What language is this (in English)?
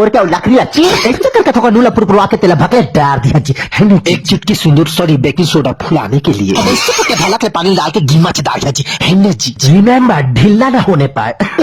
Chhattisgarhi